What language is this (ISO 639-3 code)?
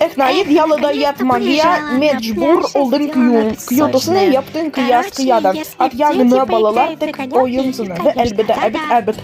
crh